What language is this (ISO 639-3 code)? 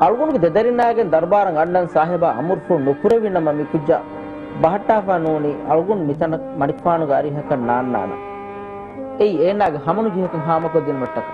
div